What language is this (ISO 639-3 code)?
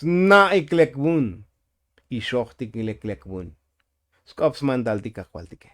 tzo